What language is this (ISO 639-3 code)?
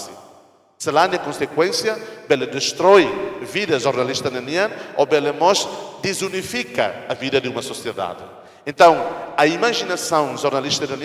tet